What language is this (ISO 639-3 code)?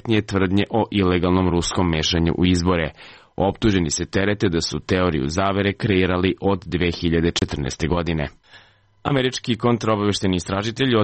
srp